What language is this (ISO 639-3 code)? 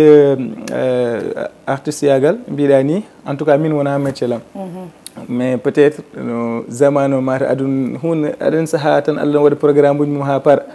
ful